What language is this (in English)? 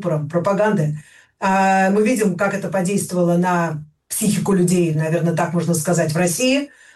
Russian